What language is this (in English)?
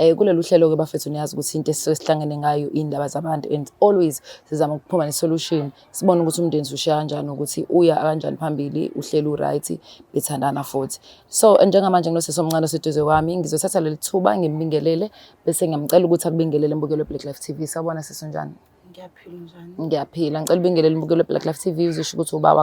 Zulu